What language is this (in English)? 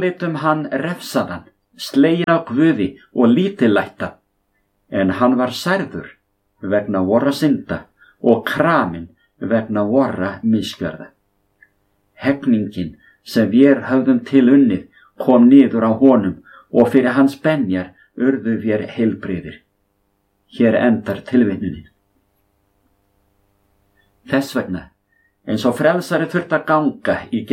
Icelandic